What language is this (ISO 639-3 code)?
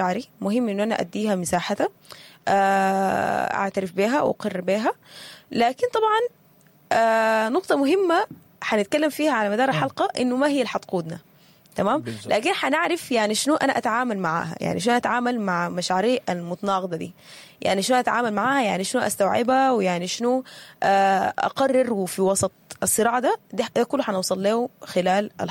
apd